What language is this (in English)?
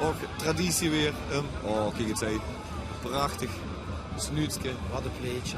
Limburgish